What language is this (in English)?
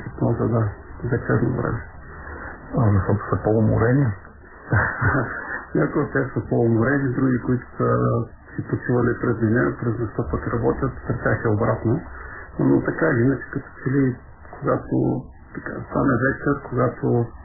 Bulgarian